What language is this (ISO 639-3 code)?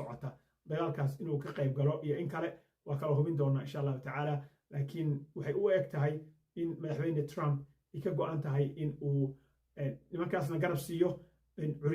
som